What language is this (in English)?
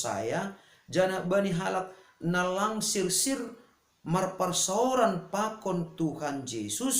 Batak Simalungun